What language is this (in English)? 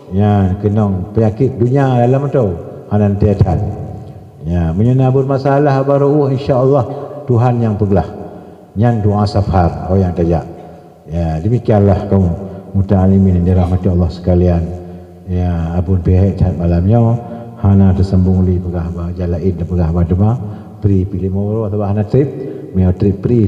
Achinese